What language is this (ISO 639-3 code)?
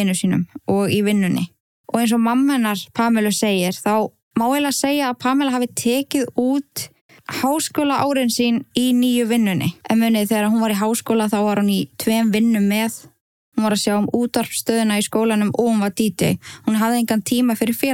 isl